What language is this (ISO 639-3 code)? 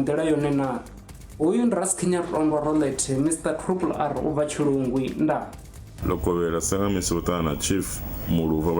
ven